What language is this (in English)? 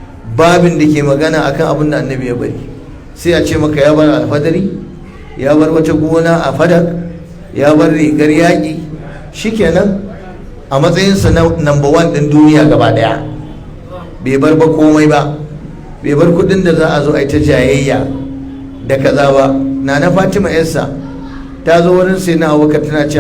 Hausa